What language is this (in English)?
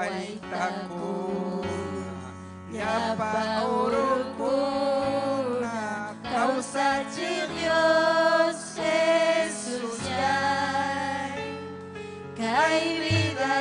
Ayacucho Quechua